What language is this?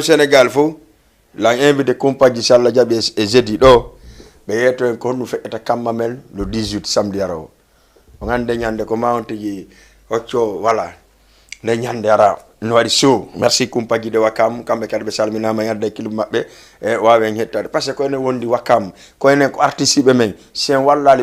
Fula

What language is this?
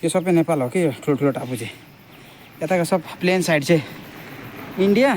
Nepali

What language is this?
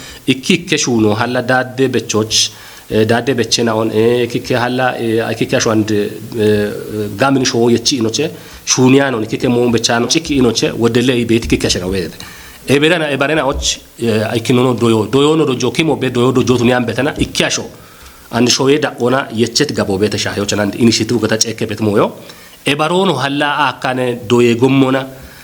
Kafa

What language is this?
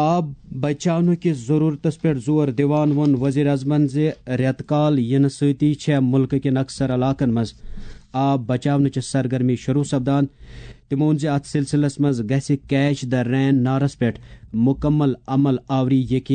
Kashmiri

